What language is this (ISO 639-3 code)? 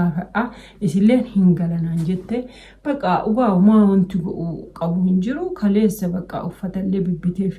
orm